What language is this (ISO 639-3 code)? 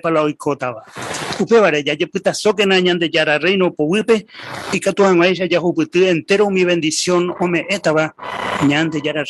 grn